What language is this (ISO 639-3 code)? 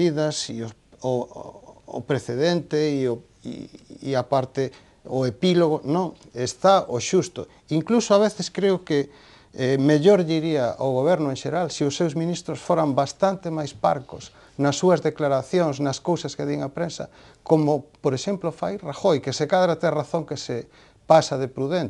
glg